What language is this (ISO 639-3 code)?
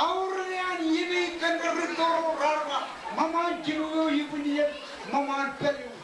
mah